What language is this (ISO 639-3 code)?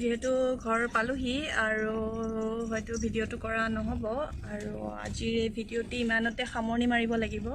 asm